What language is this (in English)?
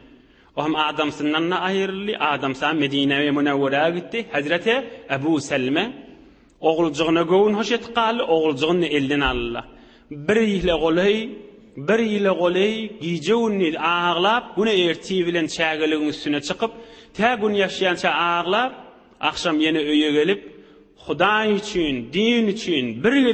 Turkmen